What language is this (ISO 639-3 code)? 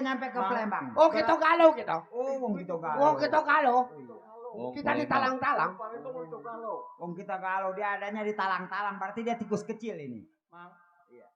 bew